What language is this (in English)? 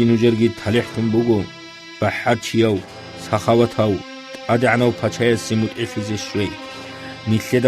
Avaric